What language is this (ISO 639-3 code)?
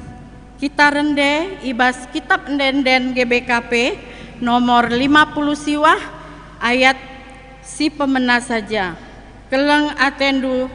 btx